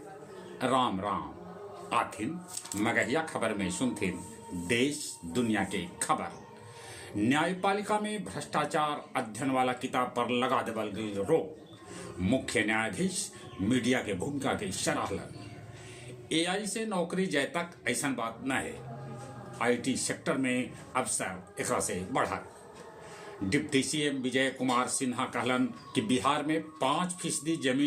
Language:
Magahi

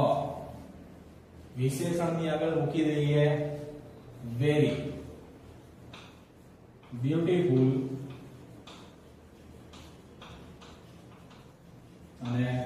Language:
Gujarati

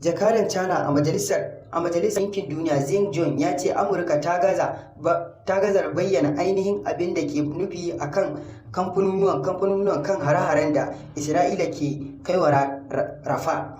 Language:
Hausa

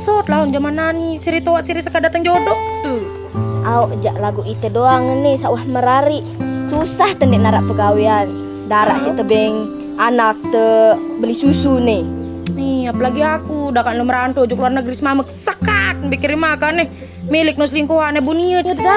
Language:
Sasak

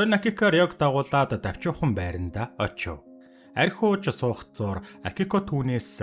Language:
Mongolian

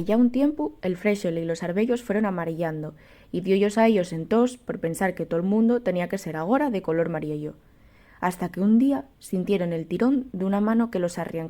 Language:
Asturian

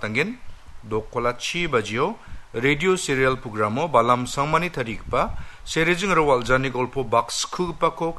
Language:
Garo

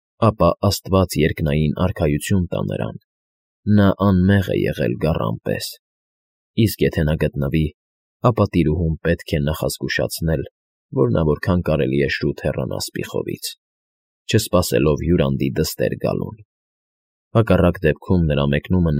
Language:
Armenian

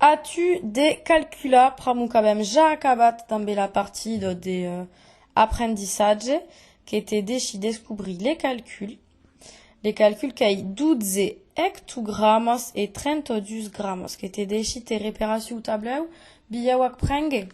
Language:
Occitan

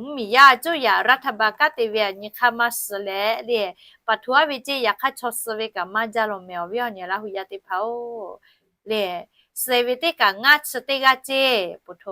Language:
Lahu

